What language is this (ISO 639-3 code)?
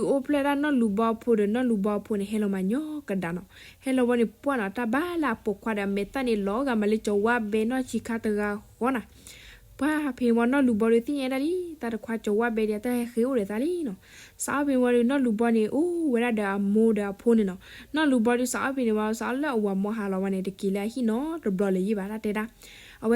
ksw